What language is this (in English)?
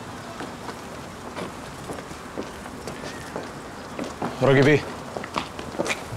Egyptian Arabic